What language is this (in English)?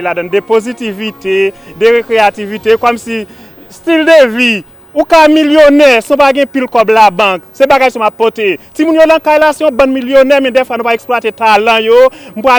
Haitian Creole